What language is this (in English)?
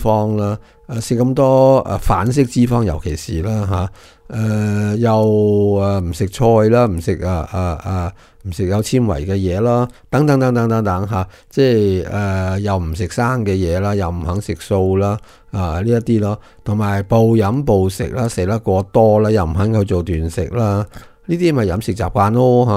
Cantonese